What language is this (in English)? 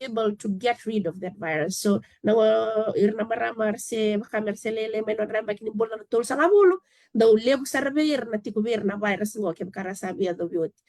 Fijian